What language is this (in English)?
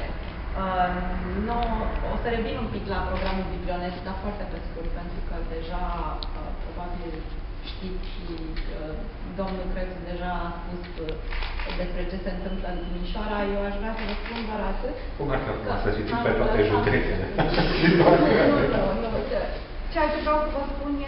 Romanian